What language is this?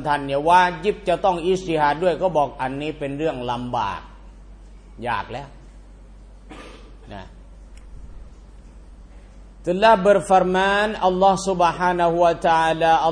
Thai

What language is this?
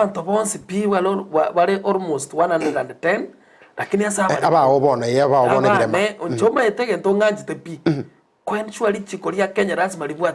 Gusii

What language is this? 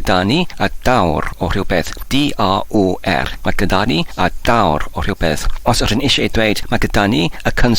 Welsh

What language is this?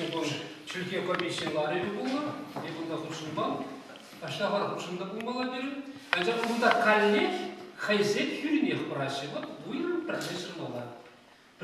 Chuvash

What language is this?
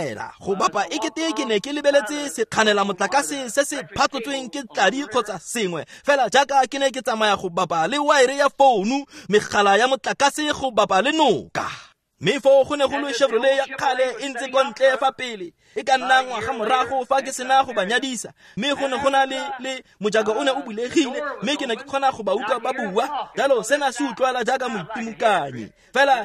Tswana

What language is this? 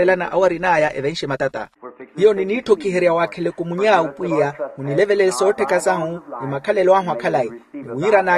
Makhuwa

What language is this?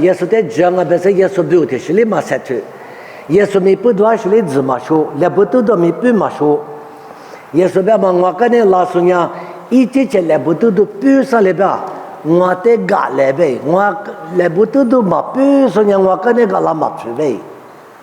Lisu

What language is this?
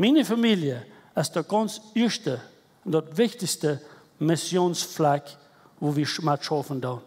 Plautdietsch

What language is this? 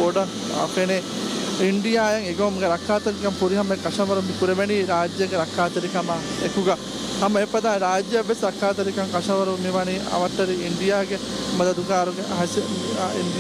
Divehi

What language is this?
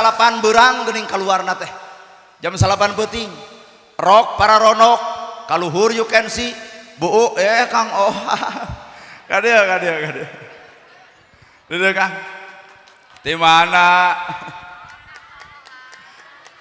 Sundanese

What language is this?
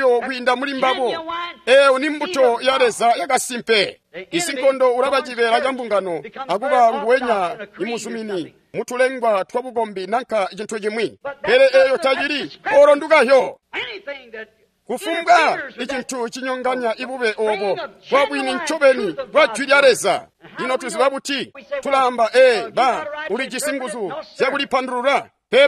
Tonga (Zambia)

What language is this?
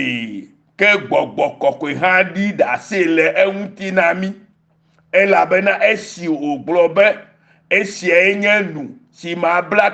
Ewe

